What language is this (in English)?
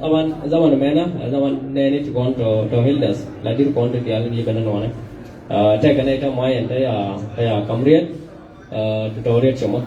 Nuer